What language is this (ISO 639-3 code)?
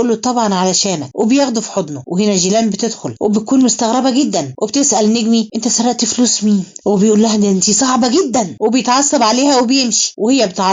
arz